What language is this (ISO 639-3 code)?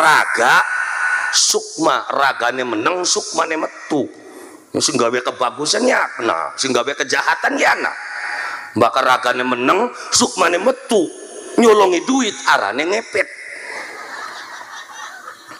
jav